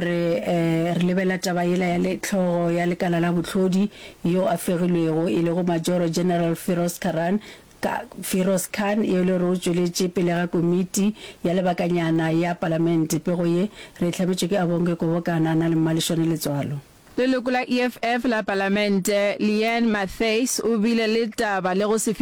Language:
Northern Sotho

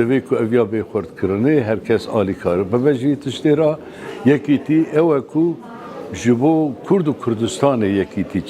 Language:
Kurdish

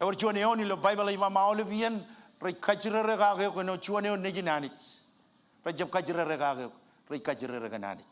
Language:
Marshallese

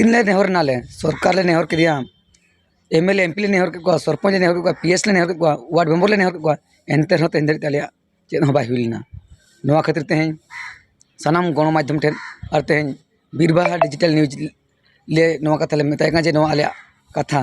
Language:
Santali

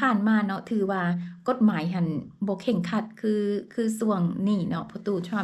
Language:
Lao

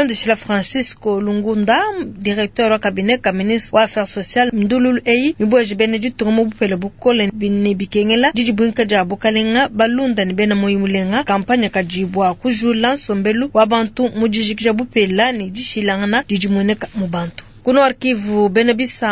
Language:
Luba-Lulua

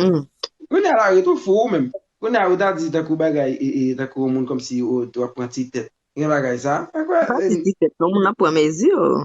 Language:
Haitian Creole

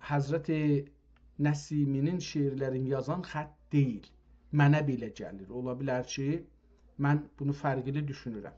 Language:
South Azerbaijani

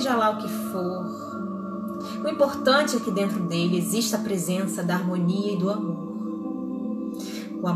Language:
Portuguese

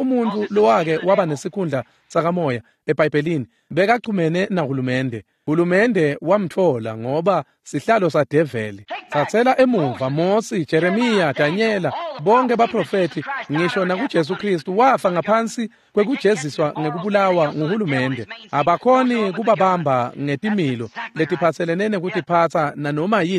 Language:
Swati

